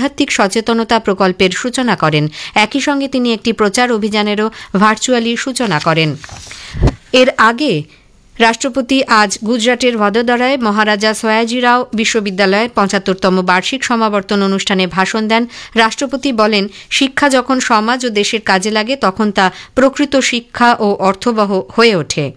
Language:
Bangla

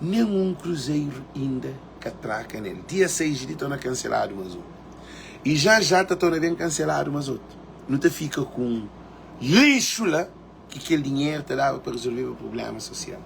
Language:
Kabuverdianu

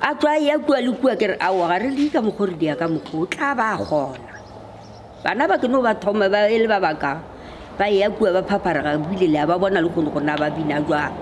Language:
Northern Sotho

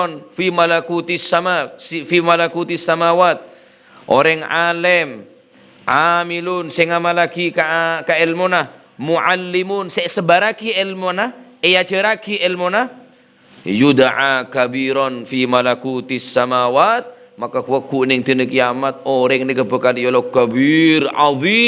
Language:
Madurese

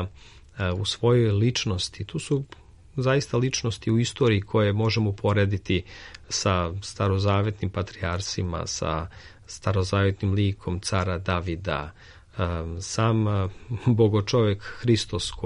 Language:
Serbian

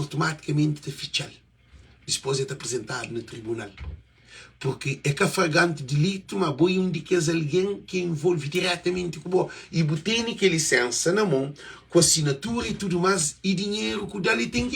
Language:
Kabuverdianu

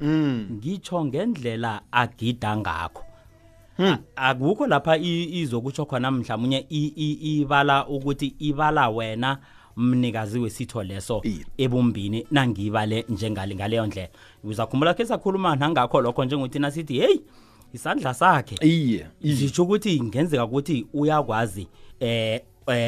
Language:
South Ndebele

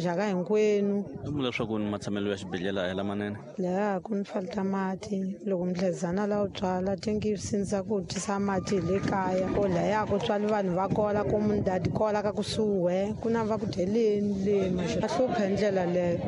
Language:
Tsonga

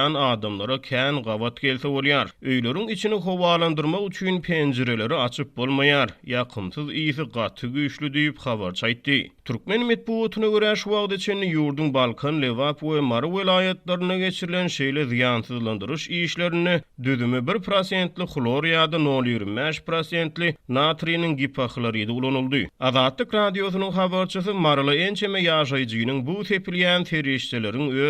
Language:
Turkmen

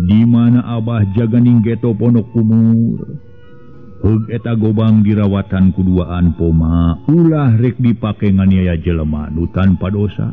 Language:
Sundanese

